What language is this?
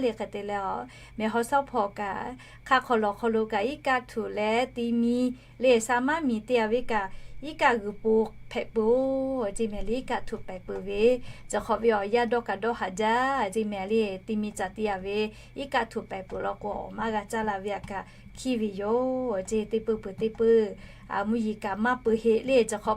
Lahu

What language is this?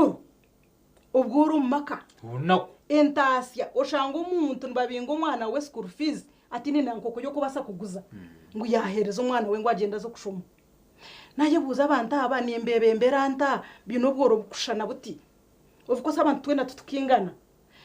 Nyankole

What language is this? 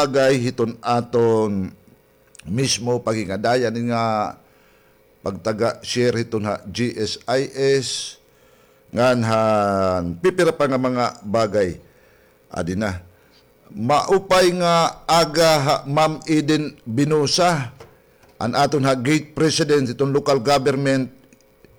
Waray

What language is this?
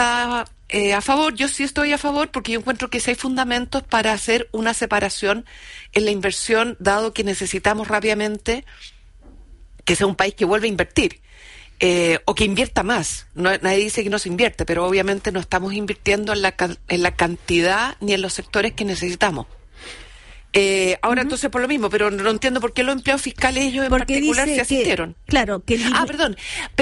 Spanish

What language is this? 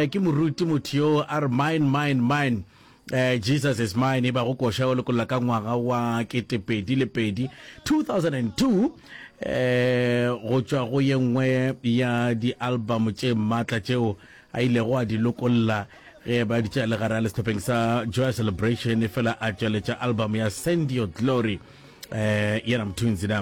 Northern Sotho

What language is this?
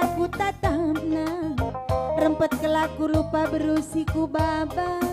Batak Karo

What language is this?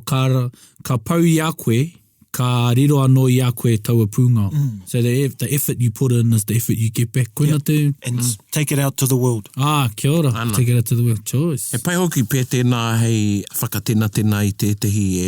Māori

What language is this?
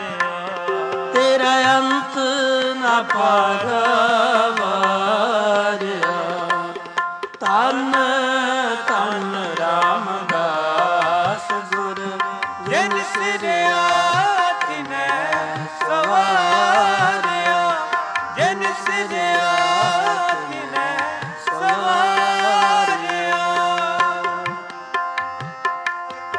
Punjabi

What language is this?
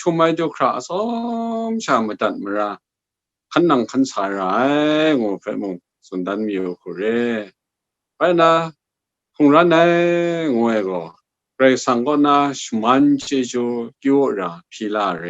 Kachin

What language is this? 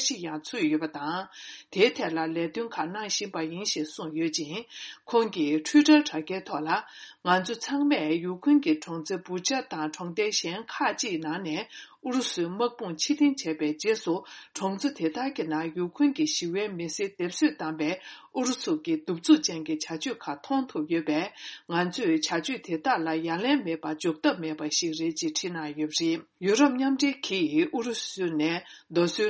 Tibetan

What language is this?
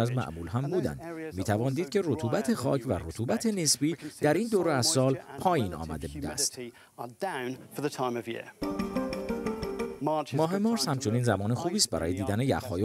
Persian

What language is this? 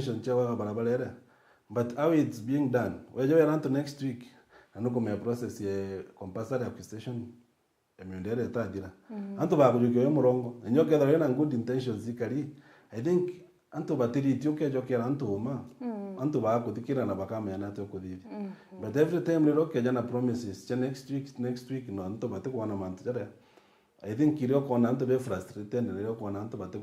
Meru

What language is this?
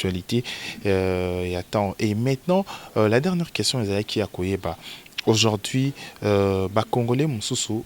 Lingala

